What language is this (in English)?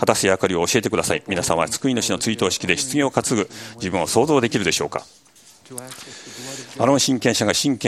Japanese